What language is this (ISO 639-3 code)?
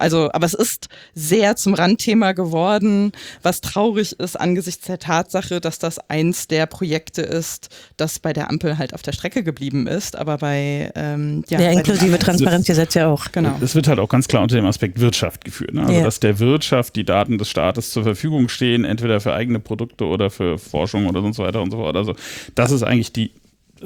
deu